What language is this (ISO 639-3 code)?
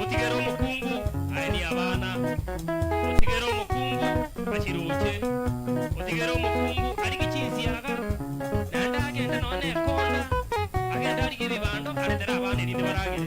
guz